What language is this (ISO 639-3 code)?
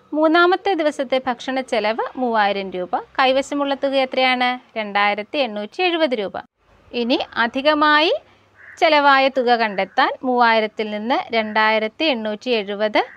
mal